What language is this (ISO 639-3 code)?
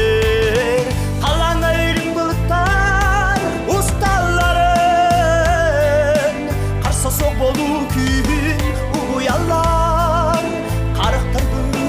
sah